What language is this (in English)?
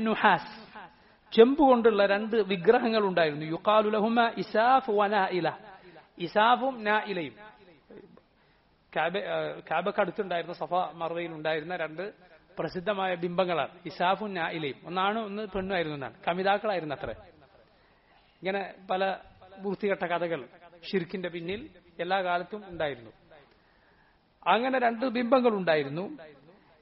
Malayalam